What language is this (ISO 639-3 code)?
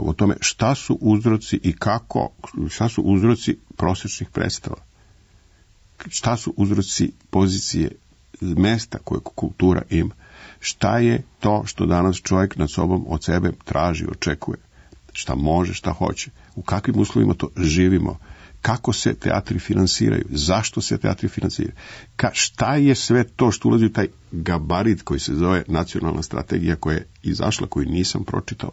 srp